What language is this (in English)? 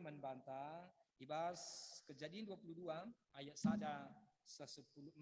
Batak Karo